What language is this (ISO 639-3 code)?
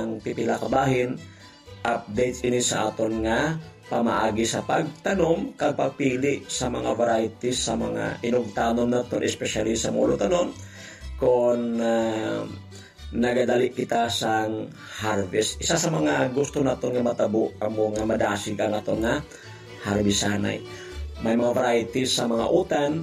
hil